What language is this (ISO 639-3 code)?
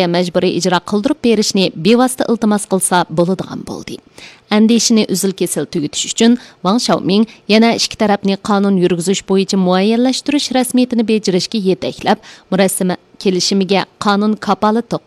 uig